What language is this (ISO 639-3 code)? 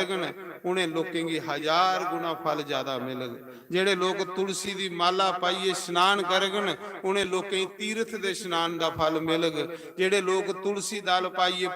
doi